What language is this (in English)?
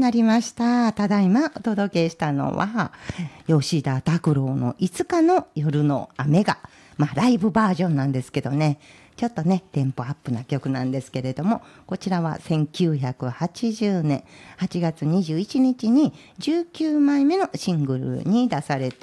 Japanese